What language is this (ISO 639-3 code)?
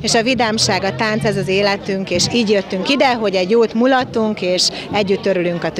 hun